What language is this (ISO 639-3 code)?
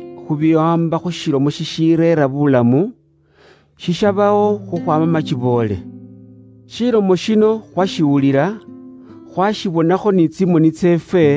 luy